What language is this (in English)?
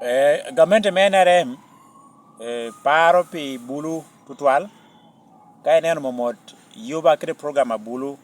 Lango (Uganda)